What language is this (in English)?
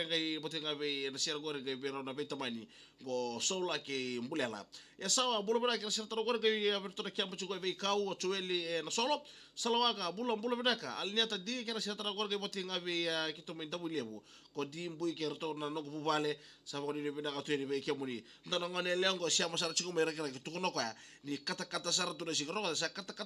Fijian